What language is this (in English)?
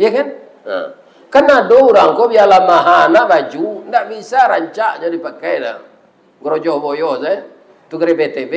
Minangkabau